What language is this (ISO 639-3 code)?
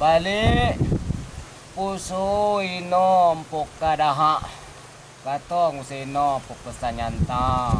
min